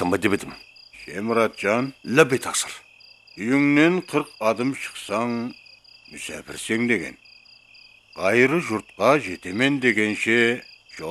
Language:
Kara-Kalpak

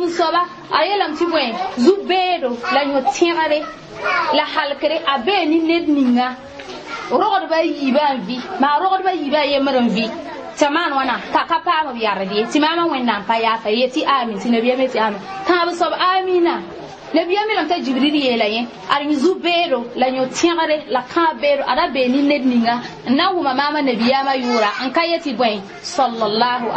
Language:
Mossi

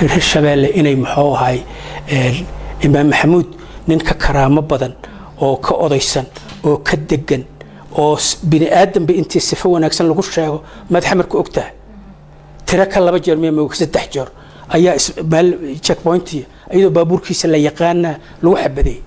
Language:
Somali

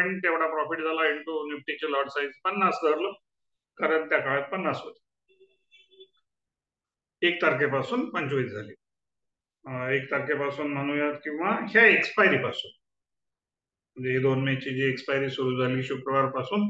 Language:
Marathi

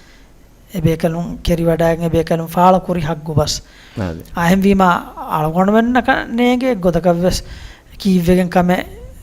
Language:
Divehi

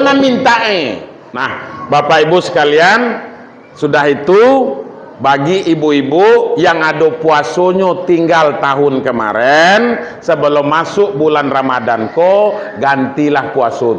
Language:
Minangkabau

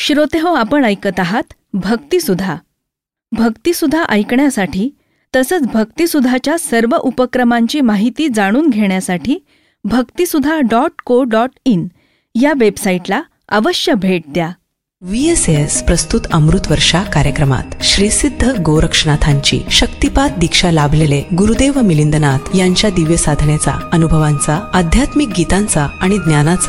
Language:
Marathi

